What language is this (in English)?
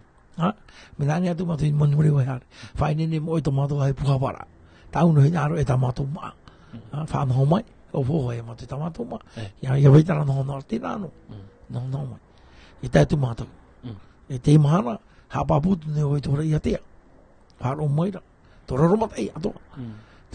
Tahitian